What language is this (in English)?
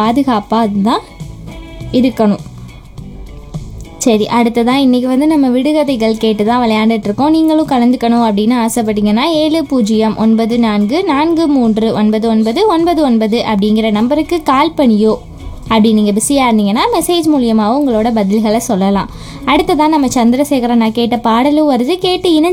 Tamil